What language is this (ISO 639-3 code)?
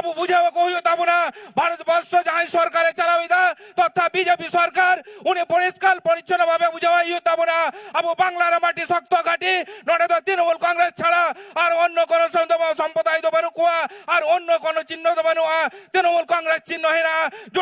sat